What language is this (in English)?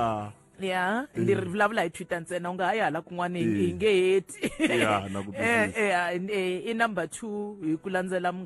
Tsonga